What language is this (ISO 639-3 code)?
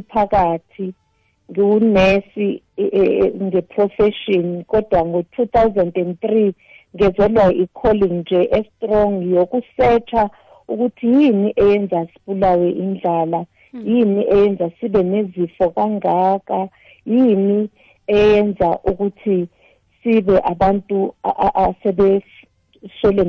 nbl